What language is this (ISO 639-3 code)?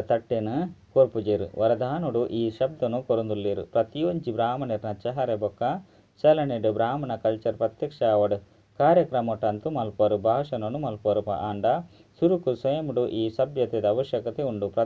tcy